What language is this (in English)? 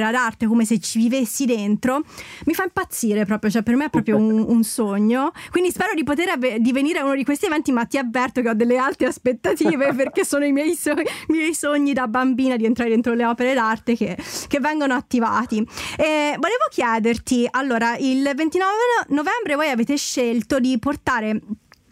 Italian